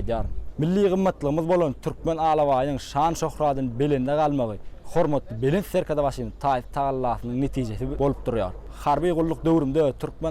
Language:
Turkmen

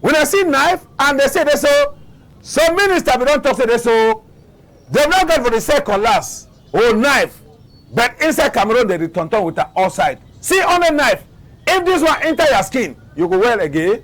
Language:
Cameroon Pidgin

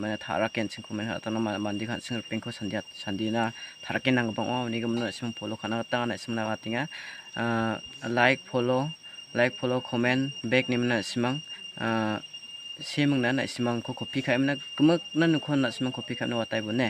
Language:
Garo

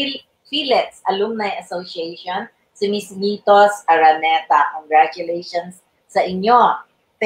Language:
Filipino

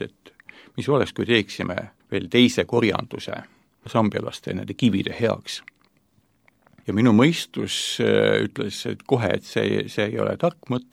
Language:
Estonian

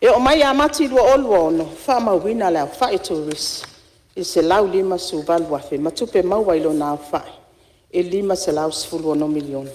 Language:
Samoan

